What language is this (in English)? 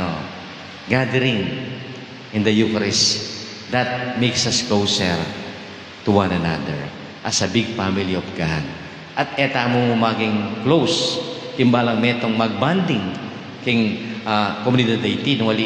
Pampanga